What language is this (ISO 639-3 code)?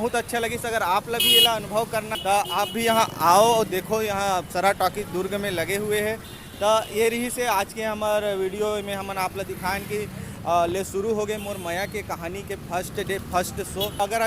hne